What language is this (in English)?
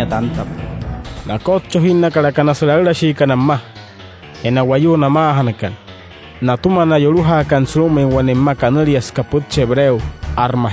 Wayuu